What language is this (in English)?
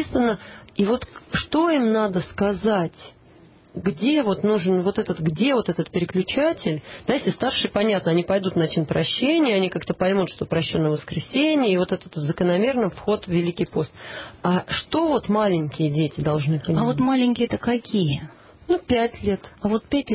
Russian